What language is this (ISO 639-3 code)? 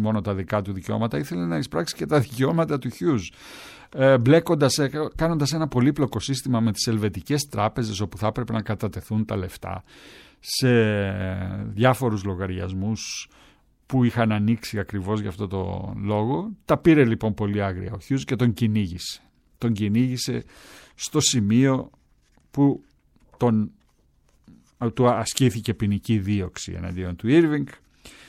ell